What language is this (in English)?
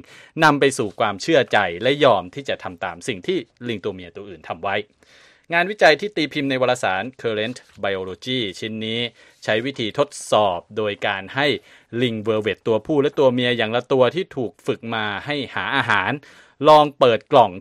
Thai